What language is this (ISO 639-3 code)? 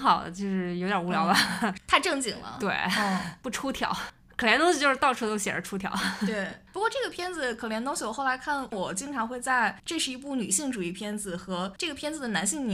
zho